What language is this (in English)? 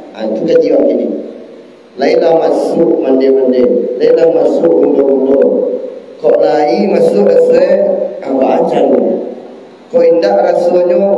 Minangkabau